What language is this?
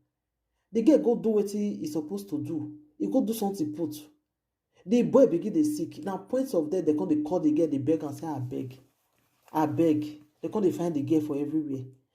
Nigerian Pidgin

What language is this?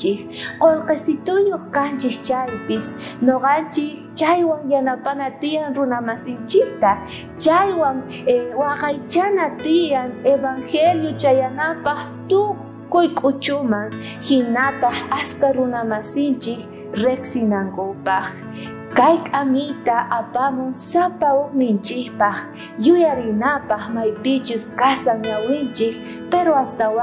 South Bolivian Quechua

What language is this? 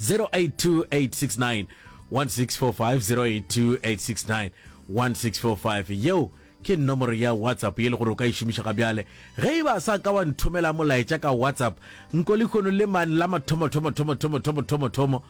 Northern Sotho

